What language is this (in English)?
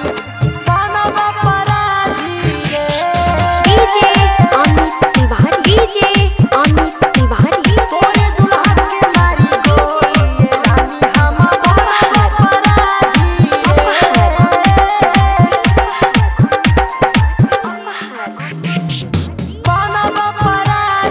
Bhojpuri